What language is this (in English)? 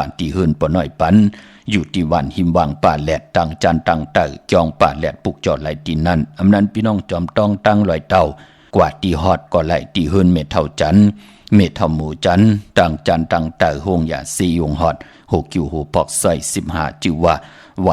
Shan